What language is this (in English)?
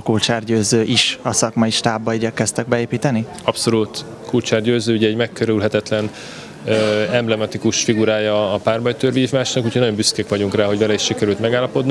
Hungarian